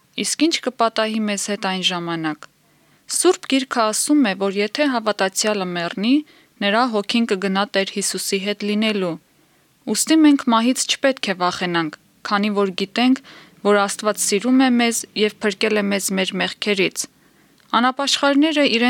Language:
Armenian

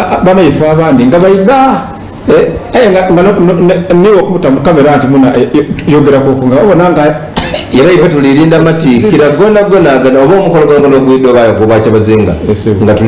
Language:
Soga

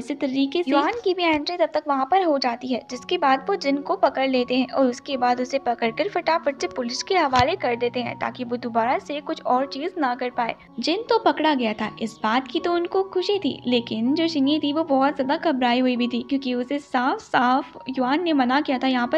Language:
Hindi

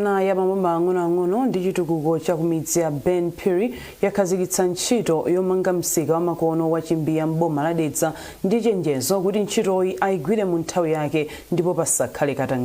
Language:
Nyanja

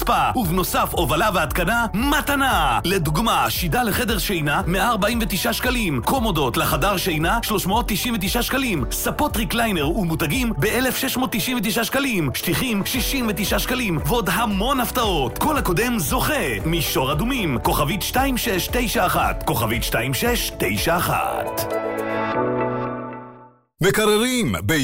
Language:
Hebrew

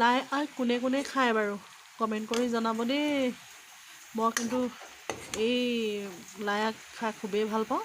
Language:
Assamese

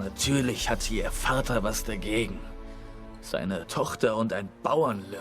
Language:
Swiss German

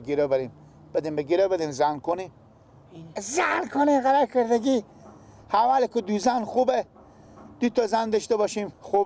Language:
Persian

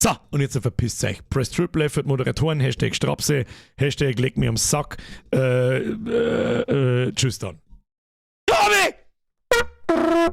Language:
Bavarian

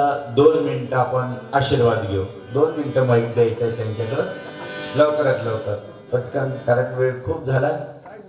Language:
Marathi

